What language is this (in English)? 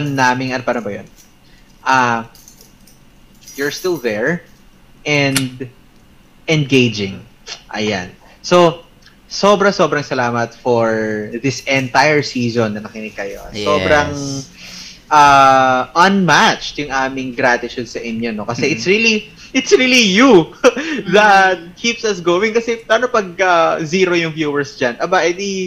Filipino